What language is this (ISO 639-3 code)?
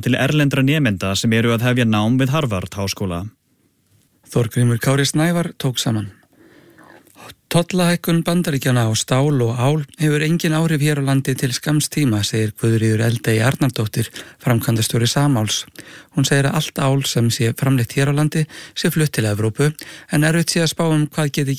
isl